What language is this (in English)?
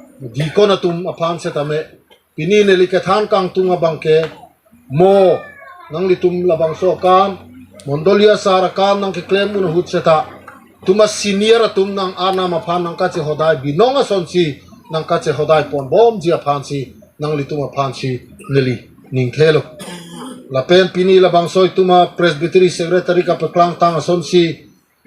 Karbi